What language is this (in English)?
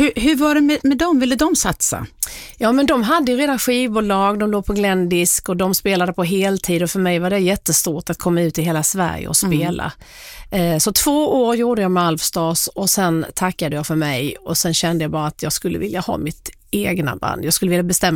Swedish